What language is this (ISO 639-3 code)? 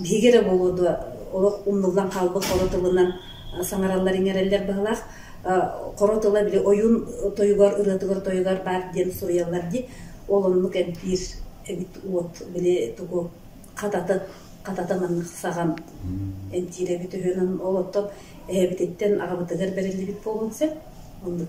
sah